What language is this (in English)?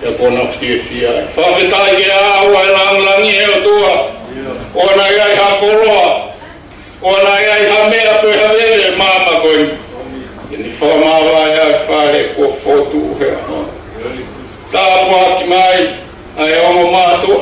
Tongan